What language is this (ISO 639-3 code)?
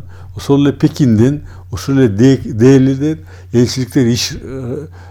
kir